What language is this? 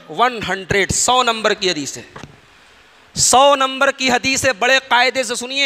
Hindi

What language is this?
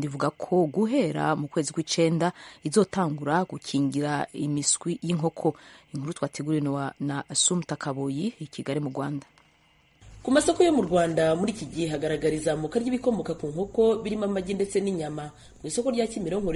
Kinyarwanda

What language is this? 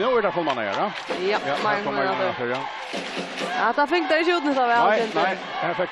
Faroese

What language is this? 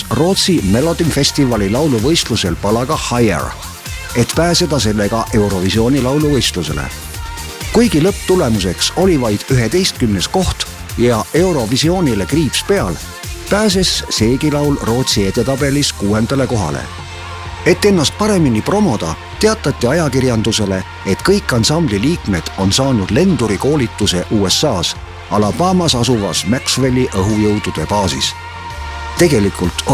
Estonian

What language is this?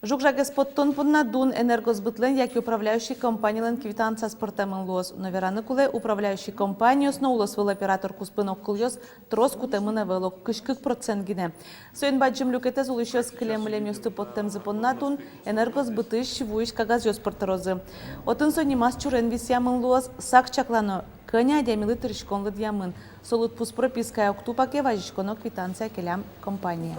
Udmurt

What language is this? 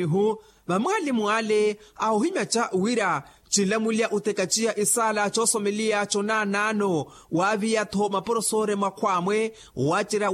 Makhuwa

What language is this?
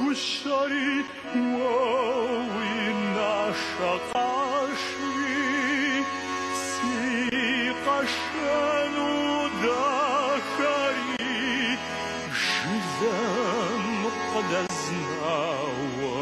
Adyghe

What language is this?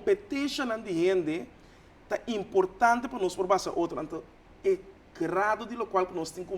Papiamento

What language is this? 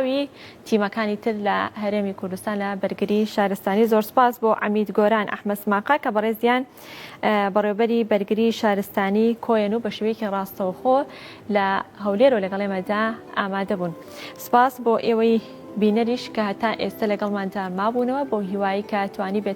Central Kurdish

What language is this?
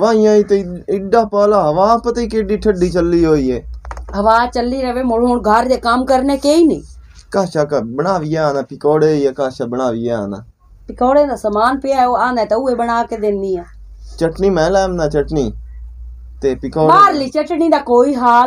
Punjabi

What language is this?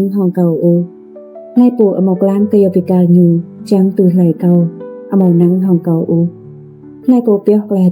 Rade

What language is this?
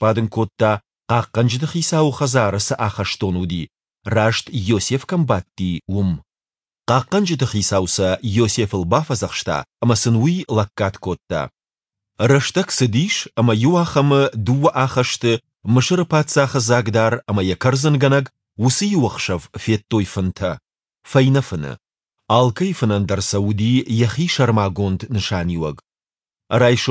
Ossetic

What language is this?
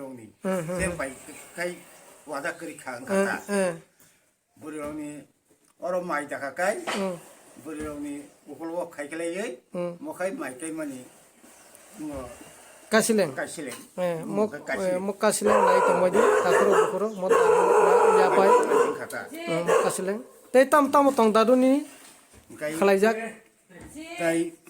Kok Borok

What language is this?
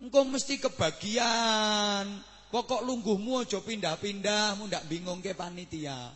Javanese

